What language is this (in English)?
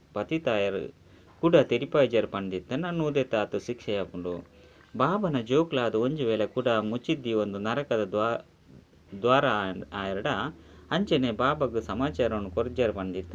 Tulu